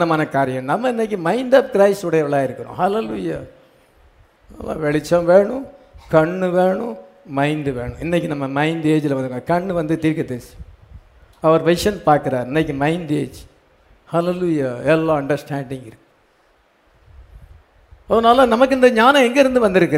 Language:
Tamil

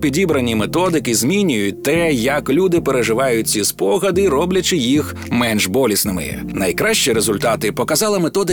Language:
Ukrainian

